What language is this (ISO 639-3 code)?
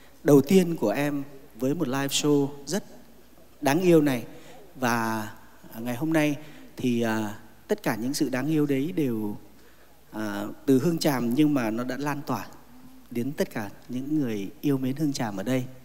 vie